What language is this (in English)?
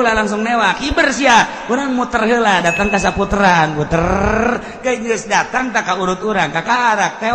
Sundanese